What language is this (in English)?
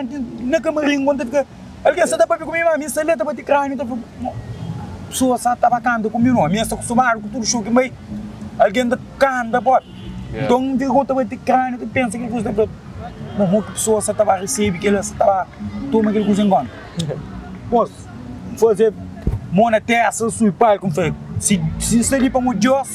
Kabuverdianu